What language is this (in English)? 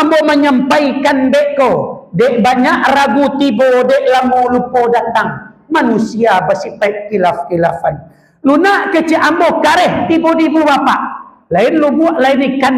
Minangkabau